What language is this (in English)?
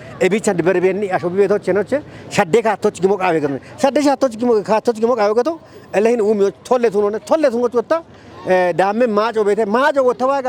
Kafa